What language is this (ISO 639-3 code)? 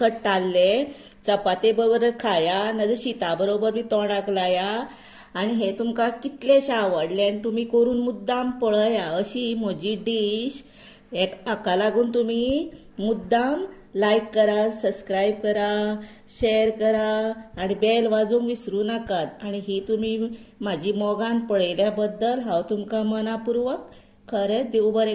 kok